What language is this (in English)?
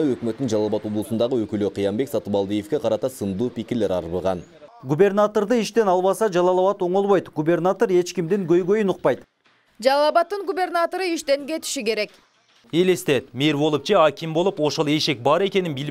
Kyrgyz